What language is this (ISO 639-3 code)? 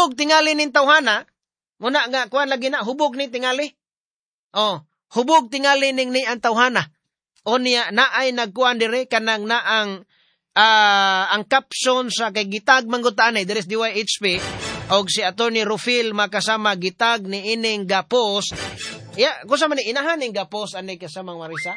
ceb